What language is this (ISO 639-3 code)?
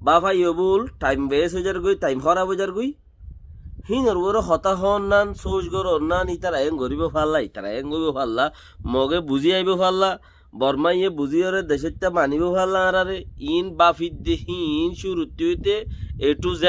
rhg